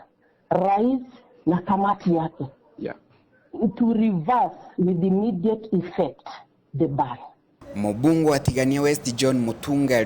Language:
Meru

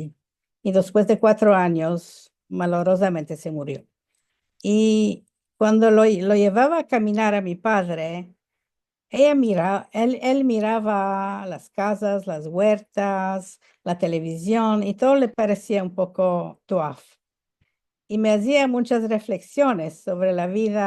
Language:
Ladino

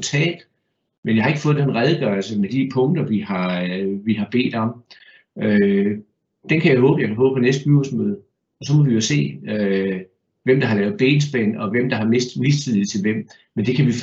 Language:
Danish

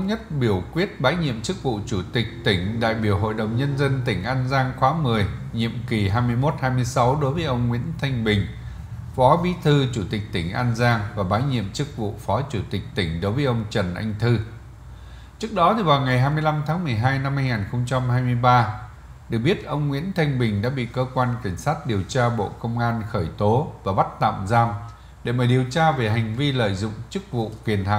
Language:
Vietnamese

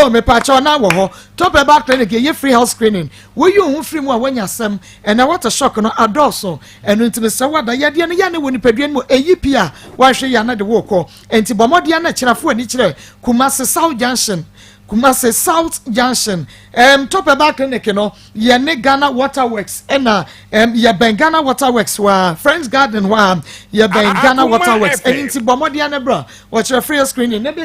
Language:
Akan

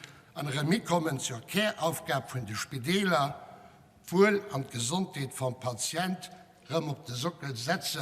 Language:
Luxembourgish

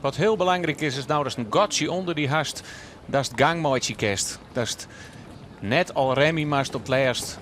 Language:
Western Frisian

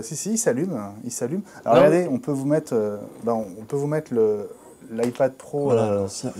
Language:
French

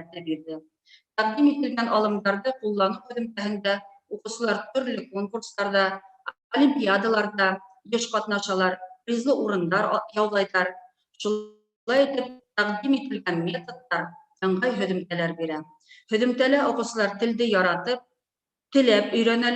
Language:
Bashkir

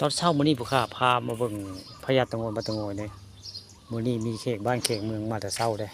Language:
Northeastern Thai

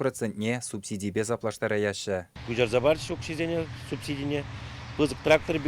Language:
Chuvash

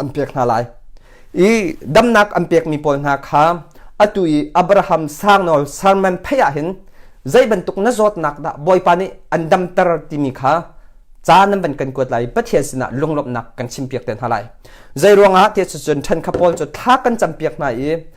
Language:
Hakha Chin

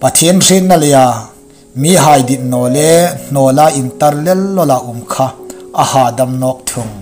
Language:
Hmar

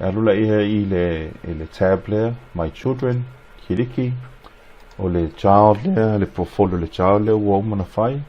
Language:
Samoan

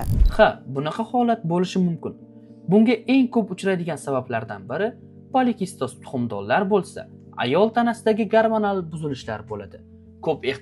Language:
Uzbek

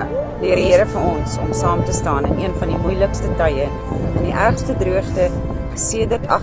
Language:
Afrikaans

